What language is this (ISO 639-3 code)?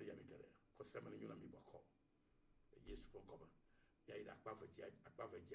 ewe